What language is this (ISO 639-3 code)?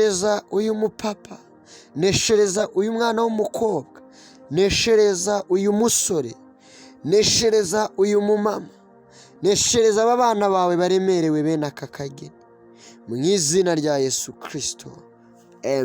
kin